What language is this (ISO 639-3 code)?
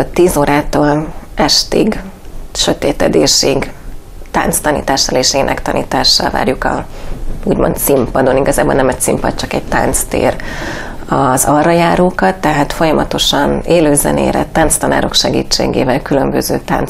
hun